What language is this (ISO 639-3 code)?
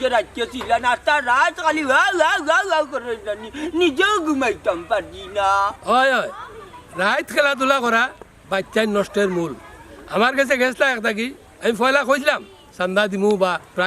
syl